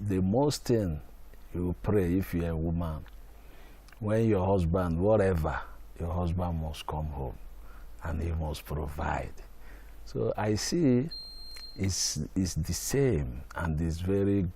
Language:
Venda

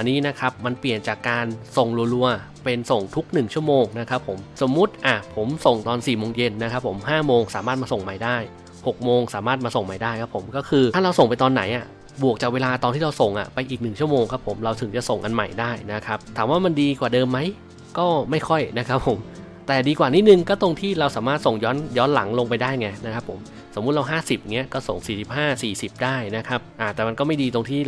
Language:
Thai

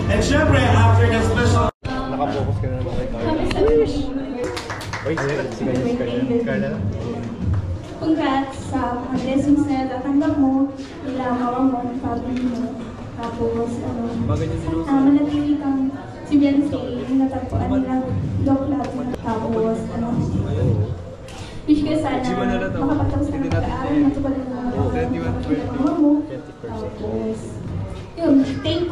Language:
Filipino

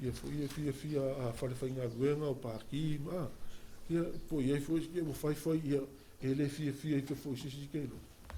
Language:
Samoan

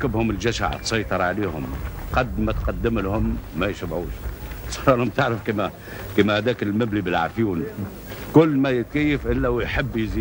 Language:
Algerian Arabic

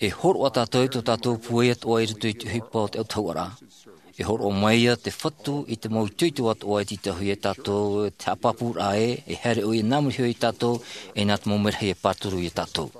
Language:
Tahitian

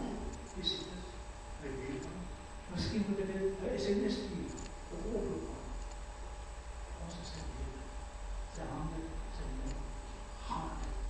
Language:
Afrikaans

